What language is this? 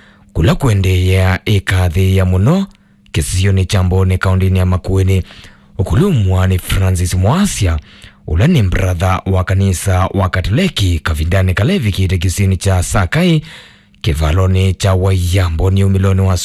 Kamba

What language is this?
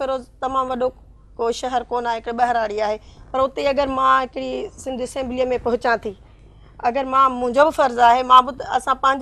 Sindhi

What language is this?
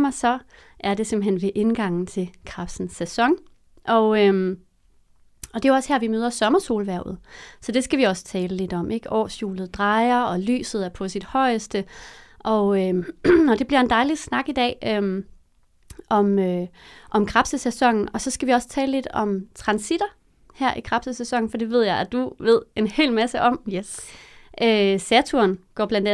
Danish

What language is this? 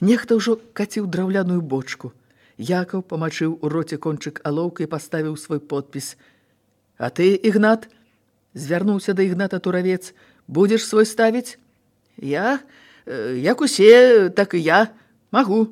Belarusian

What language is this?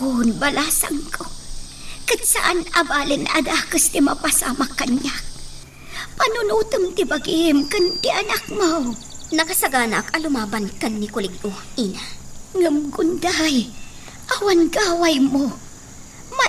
Iloko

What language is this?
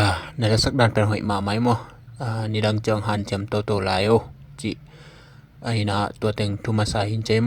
Tedim Chin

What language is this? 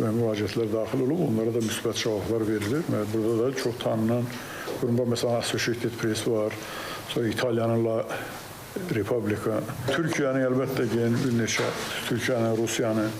Azerbaijani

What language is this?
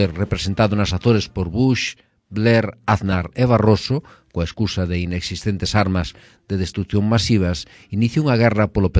Galician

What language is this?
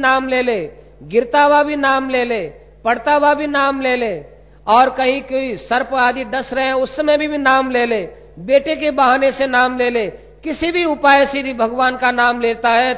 Hindi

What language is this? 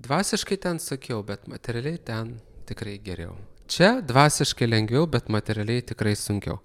Lithuanian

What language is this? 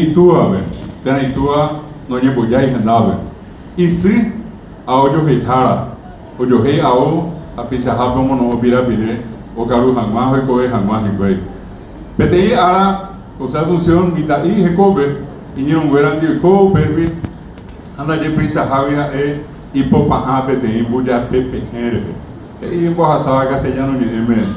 Guarani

